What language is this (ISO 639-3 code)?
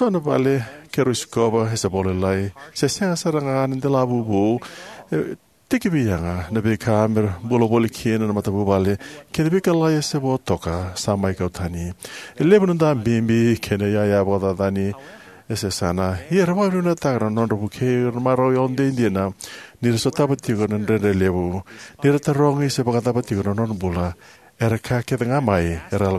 fij